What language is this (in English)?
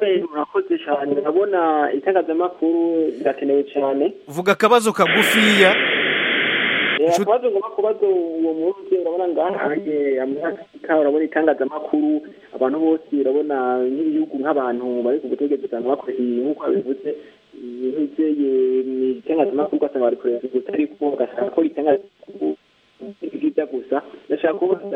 Kinyarwanda